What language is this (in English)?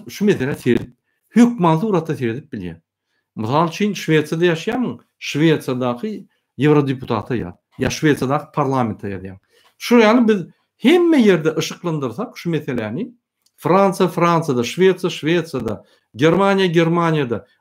Turkmen